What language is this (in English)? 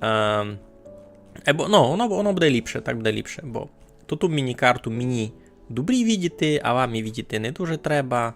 Rusyn